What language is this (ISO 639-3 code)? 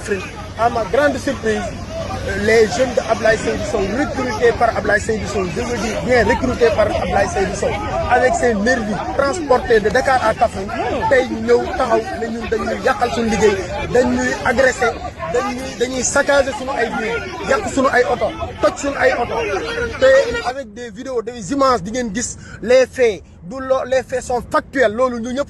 wol